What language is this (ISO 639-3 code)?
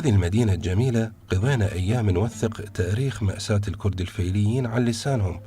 acm